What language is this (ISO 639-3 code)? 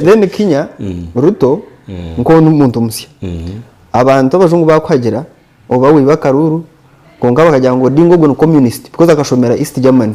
nyn